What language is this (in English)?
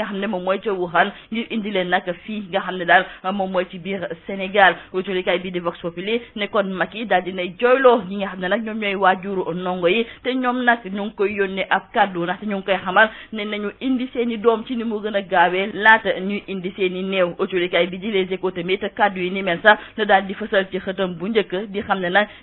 Wolof